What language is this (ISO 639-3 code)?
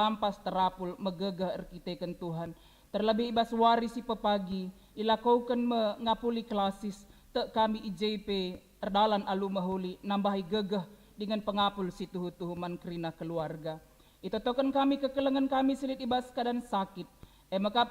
btx